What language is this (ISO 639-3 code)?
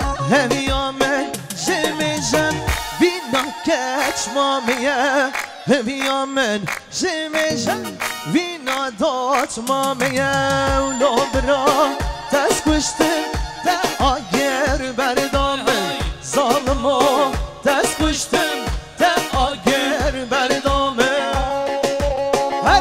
kur